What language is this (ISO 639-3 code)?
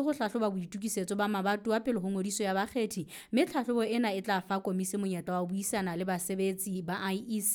sot